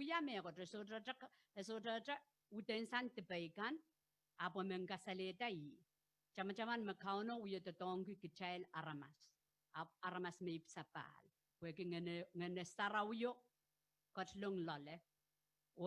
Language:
Pohnpeian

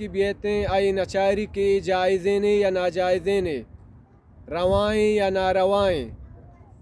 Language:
Baluchi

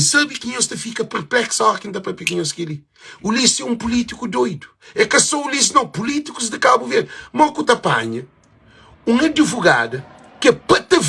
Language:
Kabuverdianu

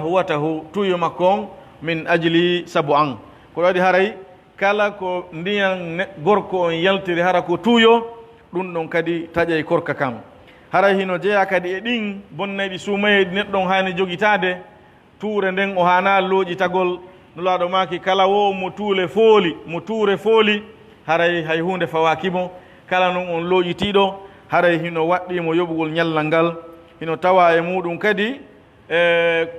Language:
Pular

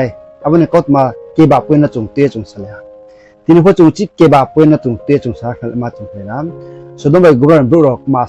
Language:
Riang (India)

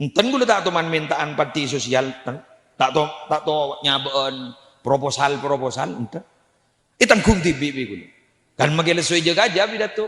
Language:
Madurese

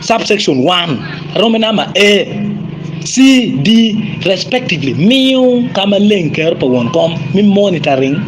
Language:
Acoli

